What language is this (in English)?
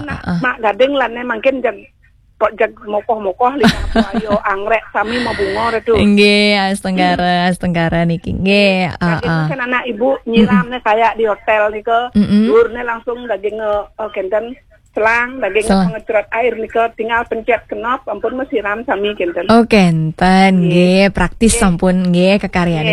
Balinese